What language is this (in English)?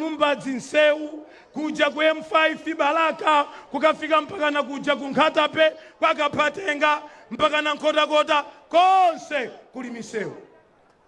Nyanja